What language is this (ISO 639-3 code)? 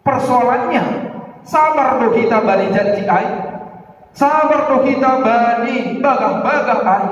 bts